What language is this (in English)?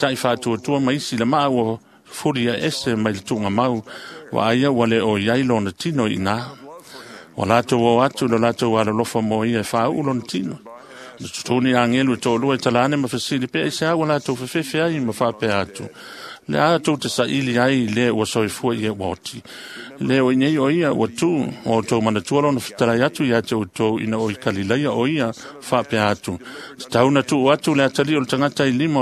Samoan